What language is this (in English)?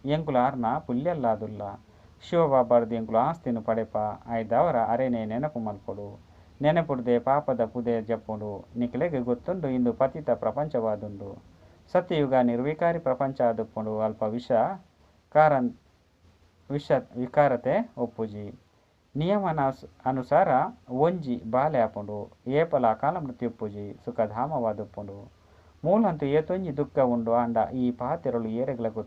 Tulu